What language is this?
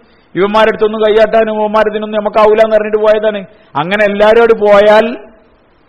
Malayalam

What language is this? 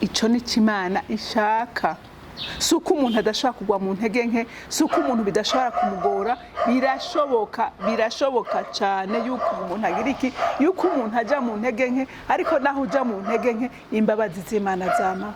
Rundi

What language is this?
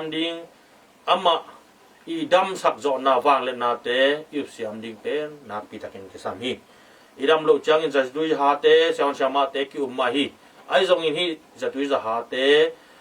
Tedim Chin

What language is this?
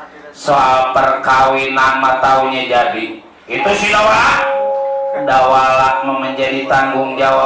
Betawi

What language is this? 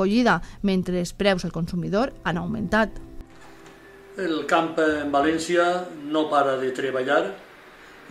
Catalan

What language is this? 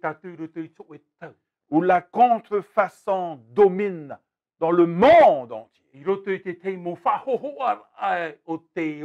Tahitian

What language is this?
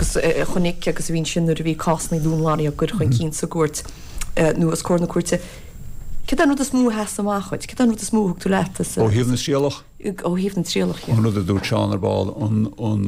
Irish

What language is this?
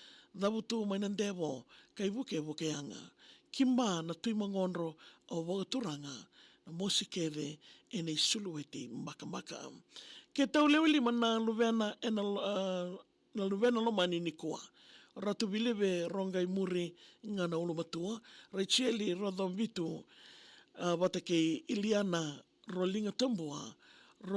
Fijian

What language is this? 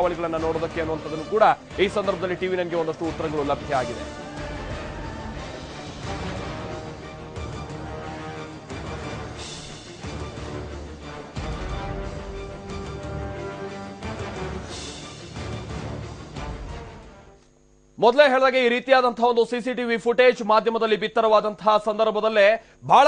Kannada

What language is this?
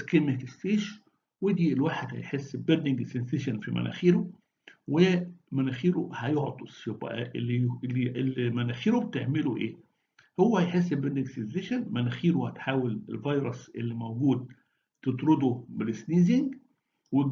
Egyptian Arabic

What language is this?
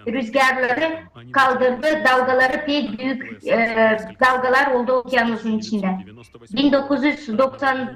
Gagauz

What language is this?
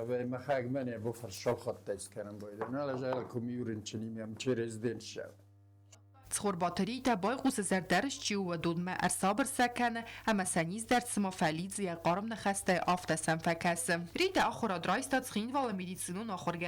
Ossetic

